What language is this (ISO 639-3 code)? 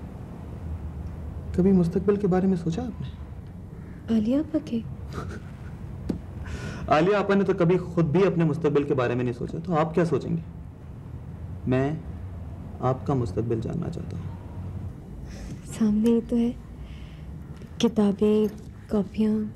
hin